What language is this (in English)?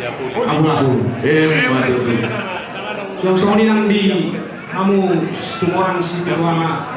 Batak Toba